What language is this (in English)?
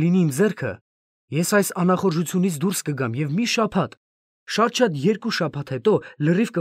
Armenian